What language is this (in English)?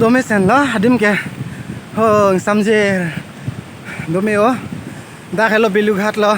Karbi